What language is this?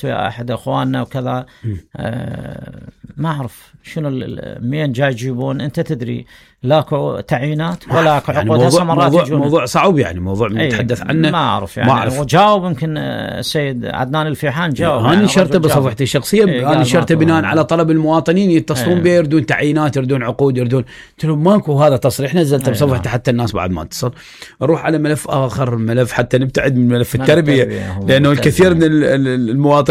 Mesopotamian Arabic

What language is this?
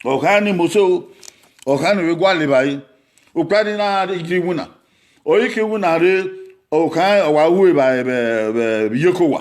Bini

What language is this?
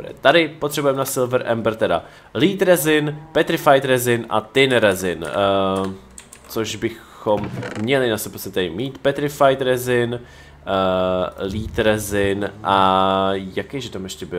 Czech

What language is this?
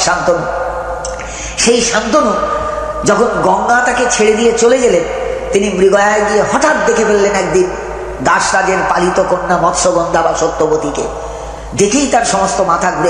Bangla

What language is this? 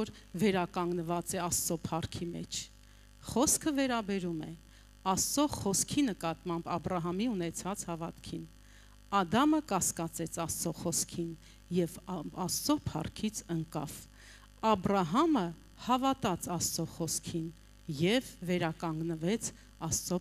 Armenian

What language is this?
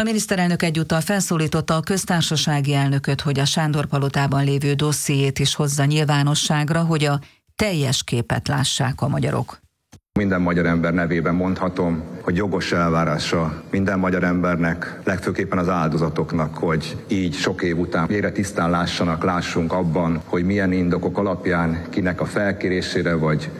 Hungarian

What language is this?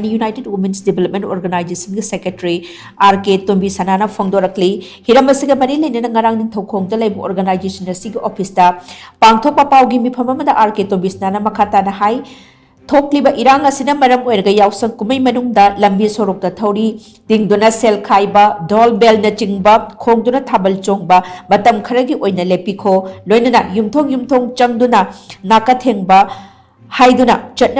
Manipuri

